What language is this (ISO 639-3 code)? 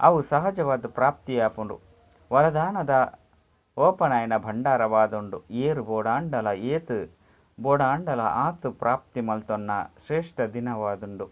tcy